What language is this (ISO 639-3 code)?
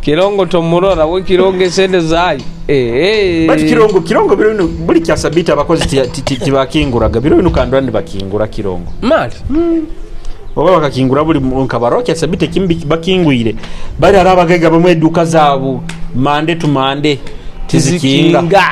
nyo